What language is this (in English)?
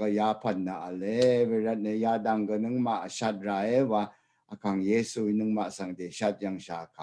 Rawang